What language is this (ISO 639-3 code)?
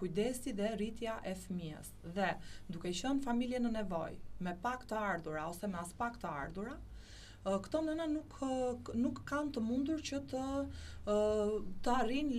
sqi